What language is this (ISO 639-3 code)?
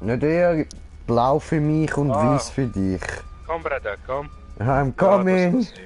gsw